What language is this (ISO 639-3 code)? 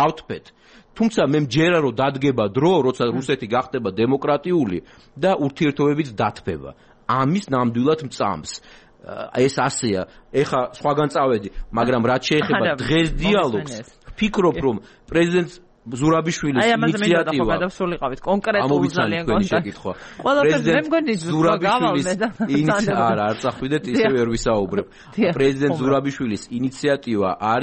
kat